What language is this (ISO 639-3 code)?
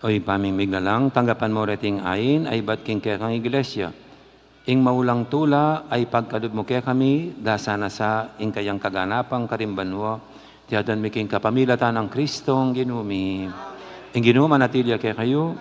pam